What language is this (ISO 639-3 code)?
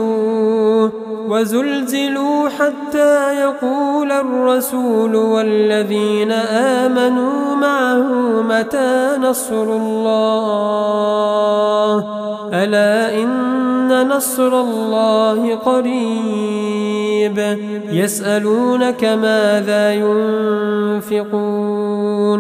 ara